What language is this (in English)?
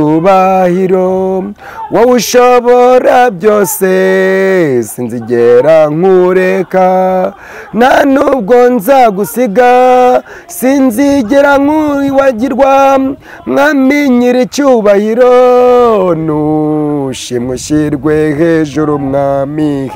Kinyarwanda